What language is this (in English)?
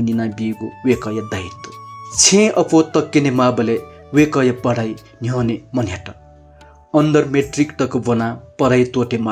Newari